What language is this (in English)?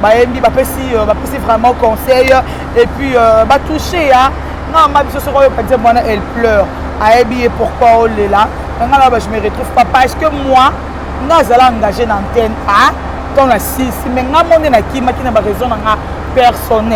Lingala